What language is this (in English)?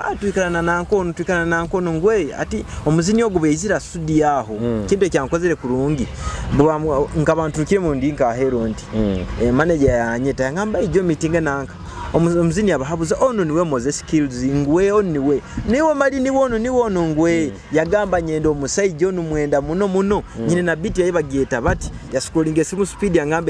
Nyoro